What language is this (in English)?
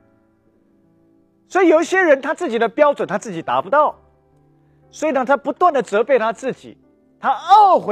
Chinese